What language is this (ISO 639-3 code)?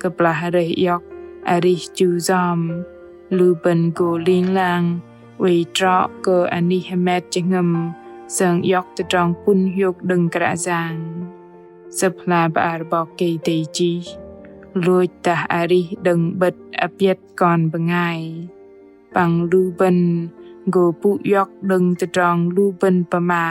bdq